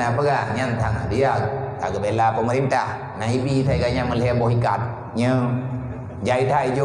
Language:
Achinese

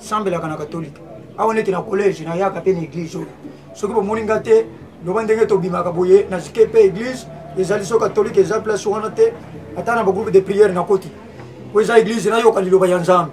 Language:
Lingala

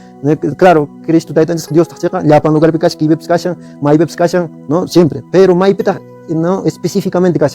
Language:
Quechua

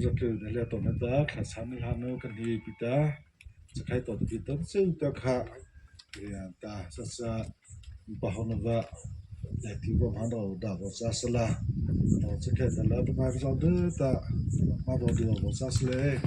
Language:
Mara Chin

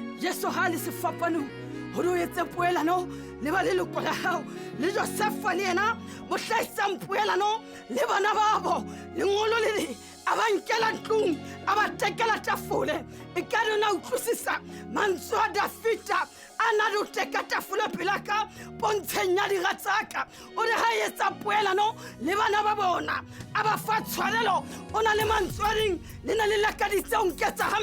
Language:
Southern Sotho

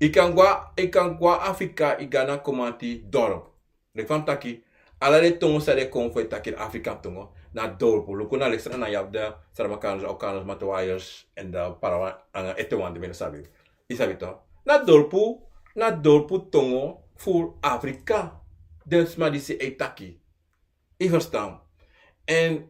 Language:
Sranan Tongo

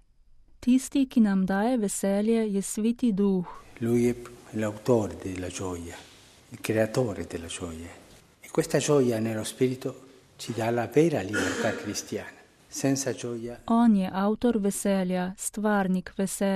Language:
Slovenian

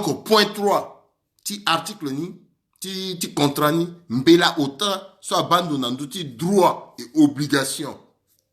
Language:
Sango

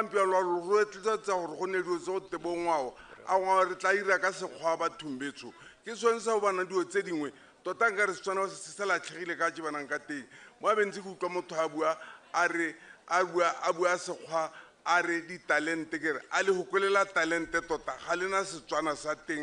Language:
Tswana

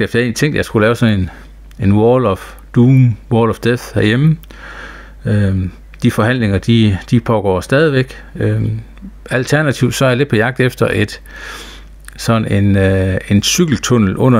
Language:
Danish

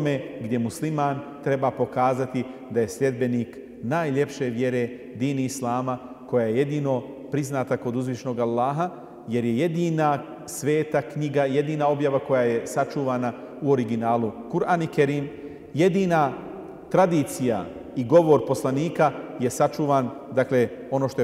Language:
Bosnian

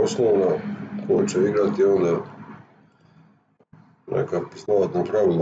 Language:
Croatian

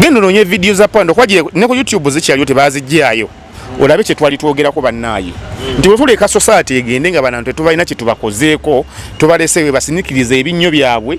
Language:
Ganda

